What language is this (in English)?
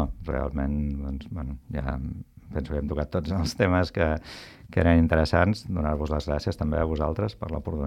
Catalan